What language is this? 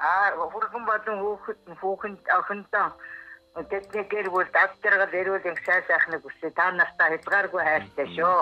Mongolian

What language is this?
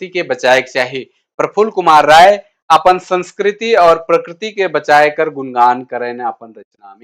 Sadri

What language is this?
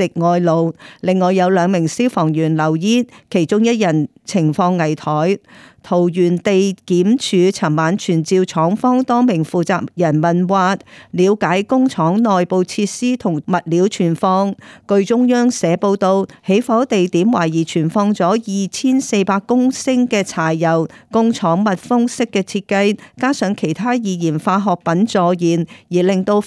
Cantonese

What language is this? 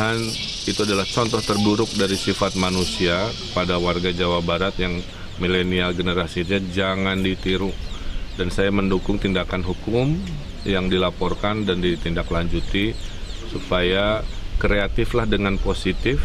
Indonesian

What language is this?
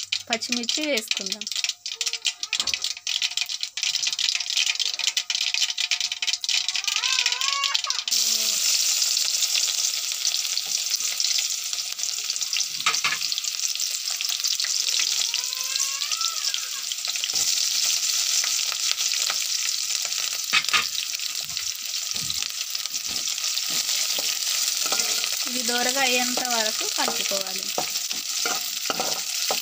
Telugu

